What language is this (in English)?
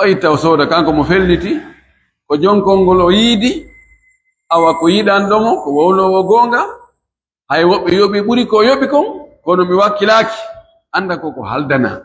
Fula